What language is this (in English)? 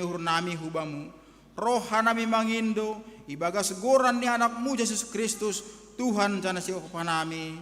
Batak Simalungun